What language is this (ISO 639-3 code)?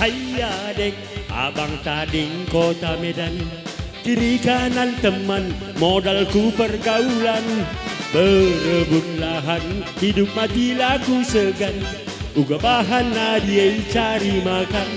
btx